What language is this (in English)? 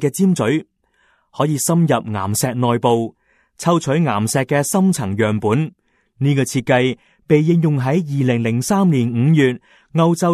Cantonese